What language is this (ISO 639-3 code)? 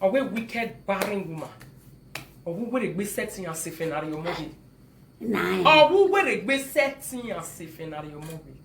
pcm